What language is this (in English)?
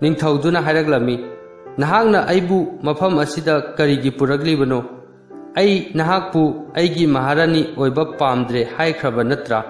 Manipuri